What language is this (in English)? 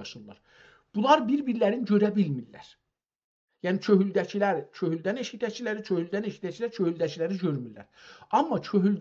South Azerbaijani